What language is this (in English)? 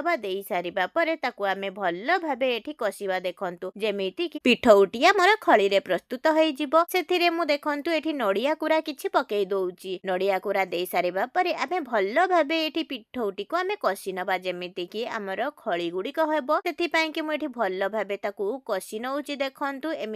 Odia